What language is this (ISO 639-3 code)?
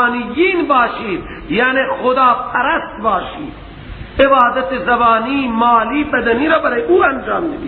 fas